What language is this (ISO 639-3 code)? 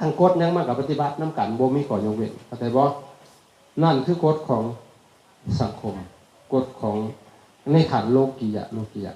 lao